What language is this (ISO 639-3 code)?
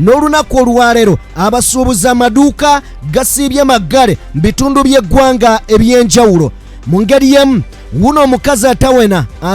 lug